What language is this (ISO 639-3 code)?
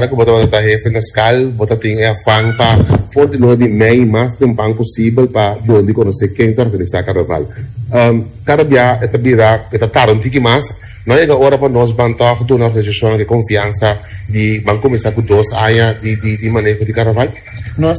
pap